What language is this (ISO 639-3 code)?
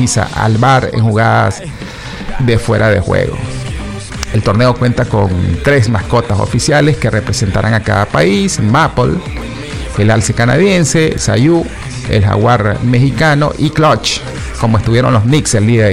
spa